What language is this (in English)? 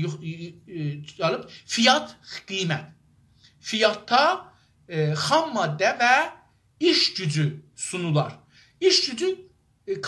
South Azerbaijani